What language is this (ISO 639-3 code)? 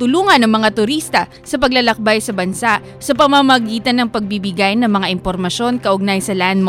fil